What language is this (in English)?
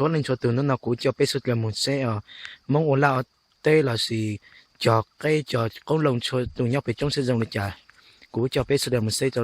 Hmong